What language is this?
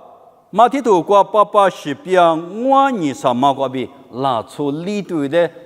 Lisu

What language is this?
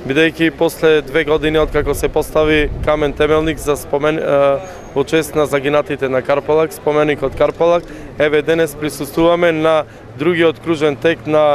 Macedonian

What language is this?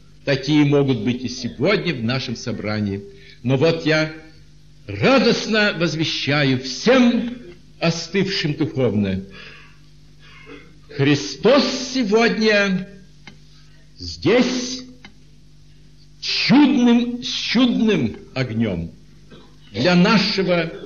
Russian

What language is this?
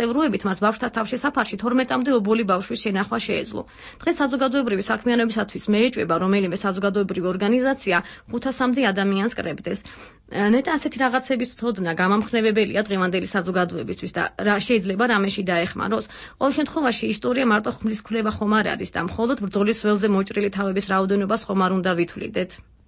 Georgian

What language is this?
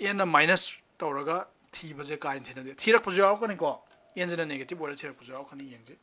Manipuri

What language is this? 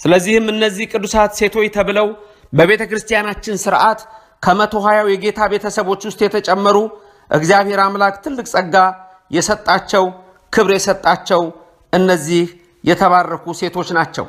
Amharic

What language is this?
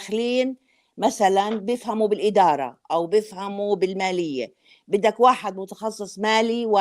North Levantine Arabic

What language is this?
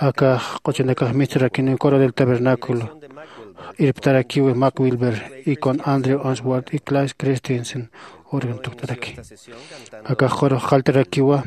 Aymara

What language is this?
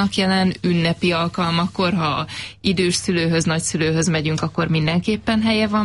Hungarian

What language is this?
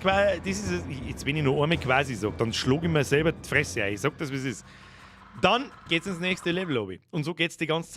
Bavarian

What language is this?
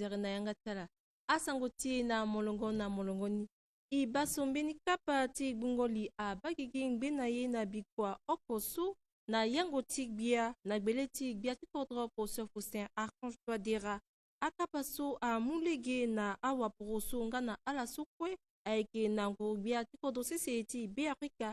Sango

